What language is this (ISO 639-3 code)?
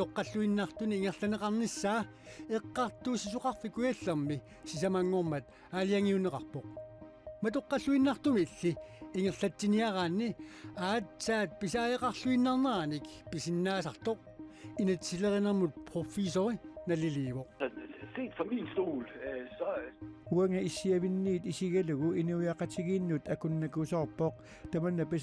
kal